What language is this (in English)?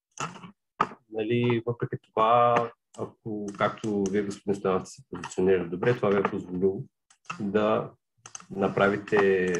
Bulgarian